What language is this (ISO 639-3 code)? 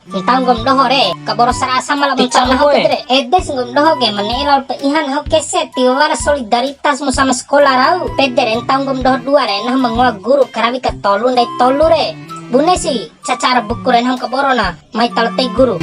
bhp